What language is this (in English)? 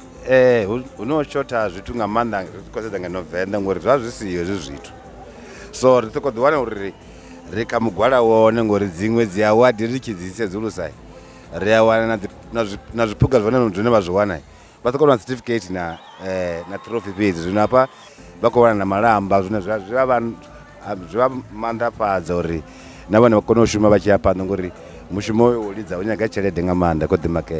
Venda